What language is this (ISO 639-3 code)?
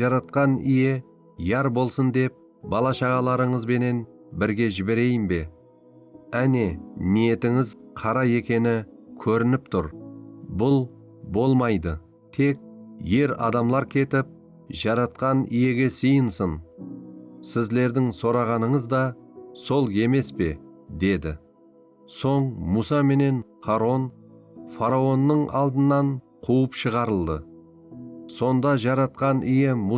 kaa